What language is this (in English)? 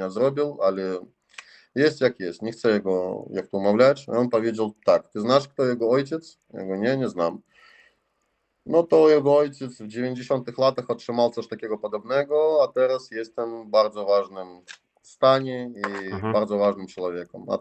Polish